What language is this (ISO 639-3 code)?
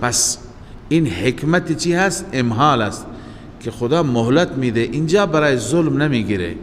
fas